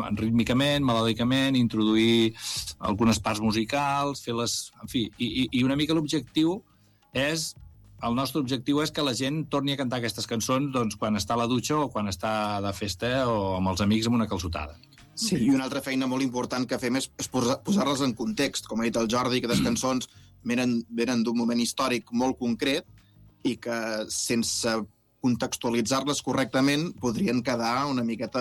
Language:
Catalan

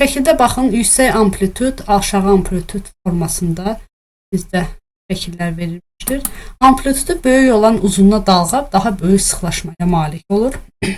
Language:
Azerbaijani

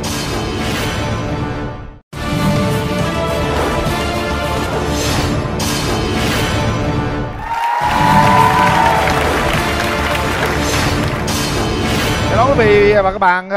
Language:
Vietnamese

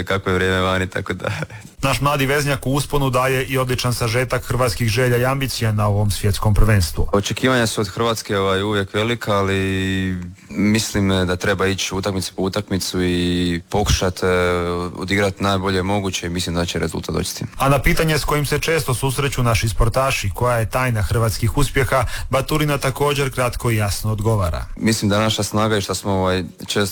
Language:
Croatian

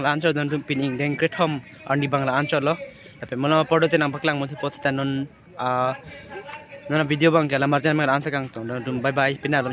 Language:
Karbi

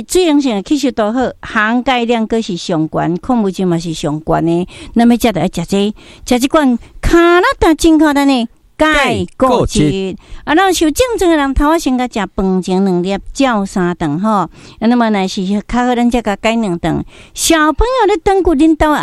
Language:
Min Nan Chinese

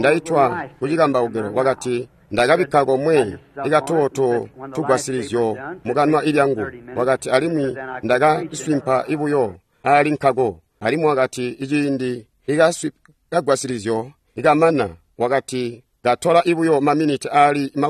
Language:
Tonga (Zambia)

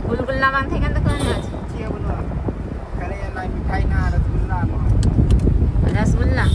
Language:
Santali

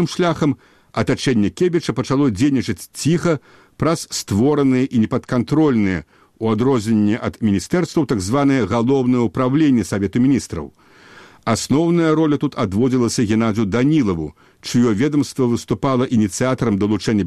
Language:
Belarusian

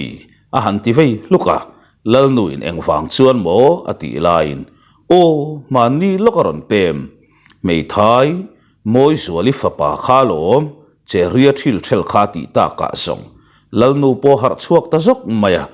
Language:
Mizo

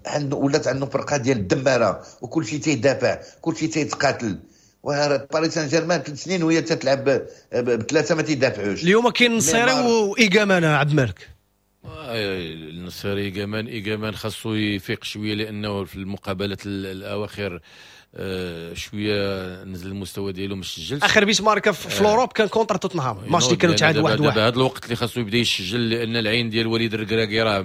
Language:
Moroccan Arabic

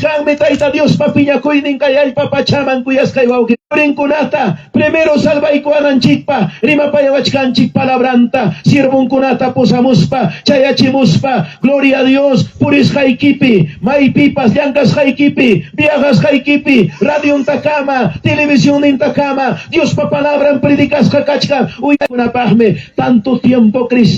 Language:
Ayacucho Quechua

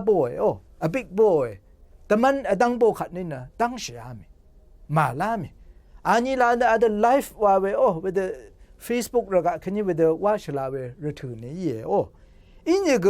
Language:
Rawang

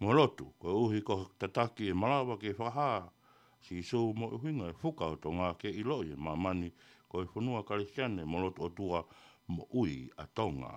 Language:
Tongan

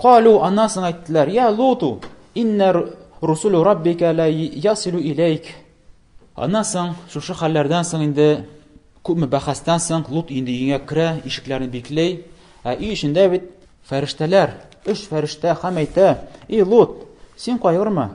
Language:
Tatar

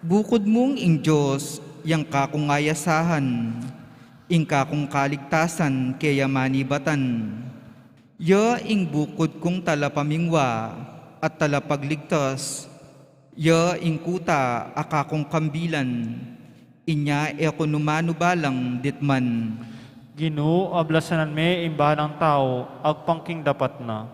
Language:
Pampanga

